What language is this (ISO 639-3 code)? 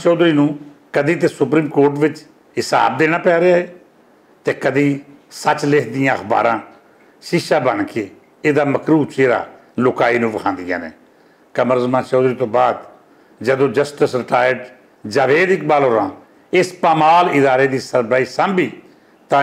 lah